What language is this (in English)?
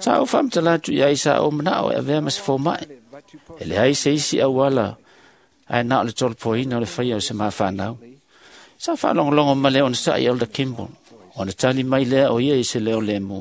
Samoan